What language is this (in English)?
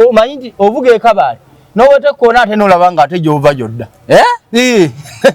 Ganda